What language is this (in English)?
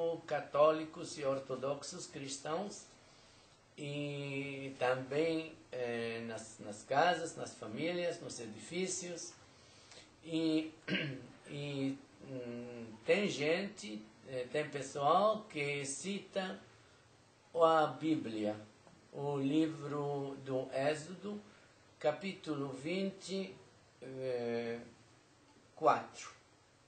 Portuguese